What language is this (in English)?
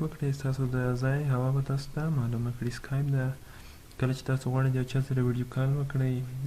Pashto